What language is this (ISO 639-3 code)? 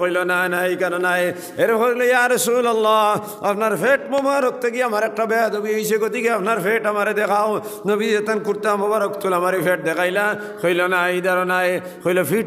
syl